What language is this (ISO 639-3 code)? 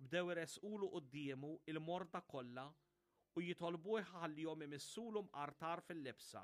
mlt